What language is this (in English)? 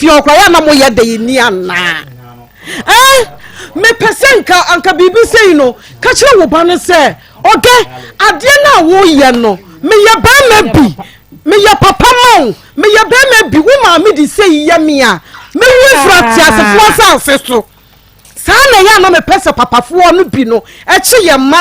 Akan